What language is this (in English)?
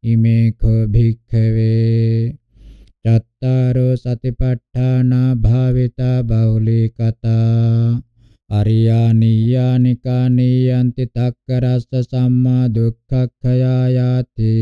Pali